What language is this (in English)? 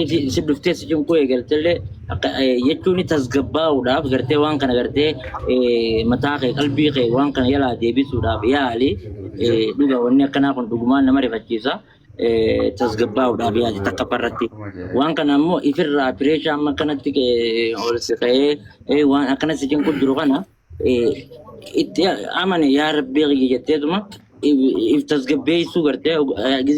Oromo